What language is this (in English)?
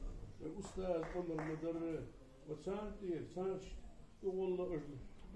Ingush